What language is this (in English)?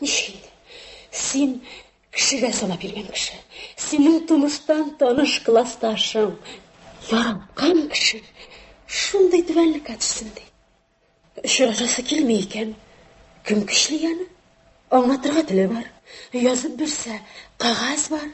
Tatar